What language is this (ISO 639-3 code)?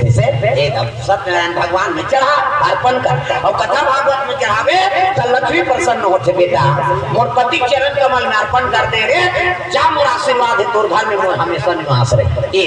hne